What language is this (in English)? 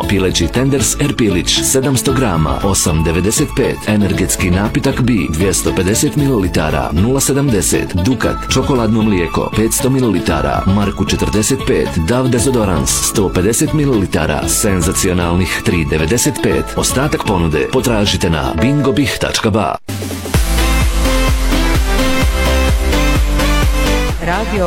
Bosnian